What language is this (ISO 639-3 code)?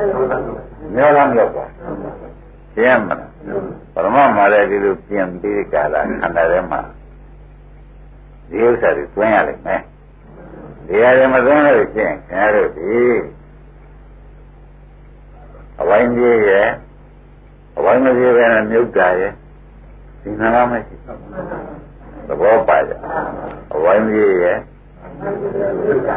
mya